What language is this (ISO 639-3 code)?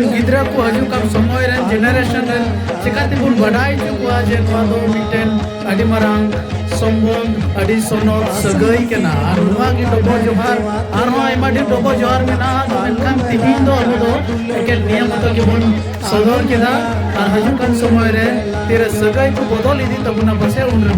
sat